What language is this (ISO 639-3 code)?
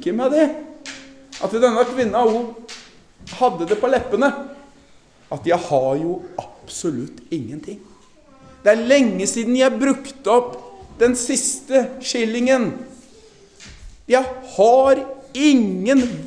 nor